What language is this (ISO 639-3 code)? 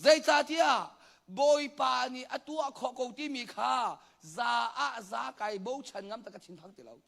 cnh